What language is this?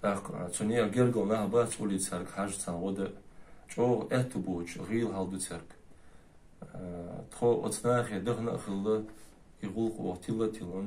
Chechen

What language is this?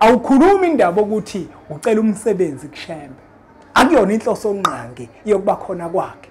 Zulu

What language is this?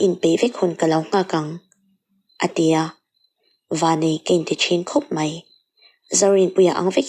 Mizo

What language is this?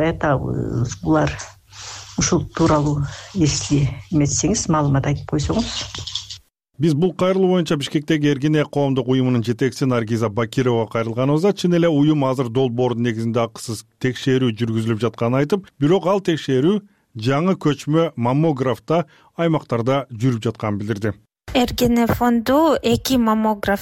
Kyrgyz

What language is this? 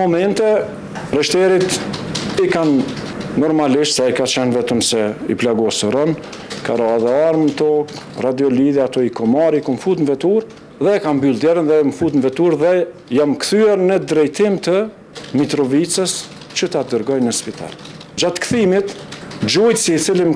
Albanian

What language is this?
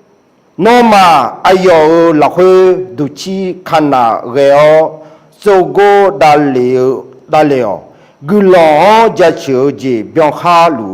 Akha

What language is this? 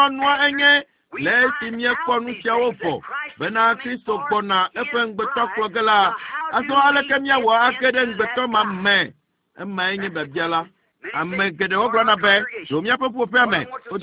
Ewe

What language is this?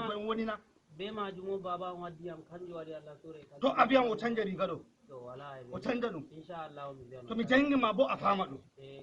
Fula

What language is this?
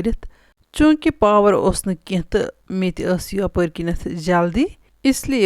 Kashmiri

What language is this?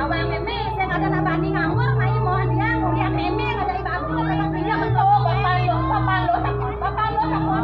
Balinese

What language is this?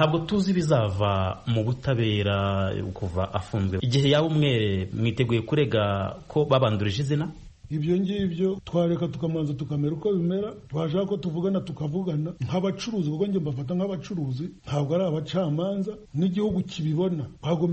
Kinyarwanda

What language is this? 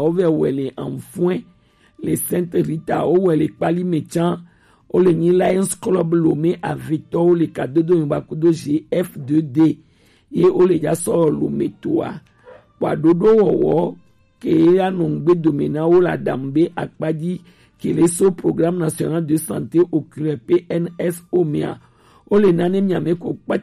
Gen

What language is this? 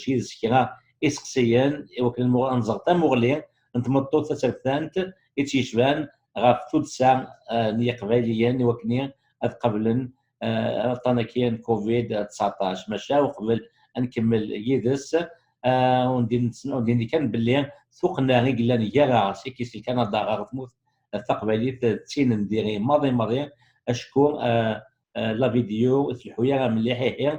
Kabyle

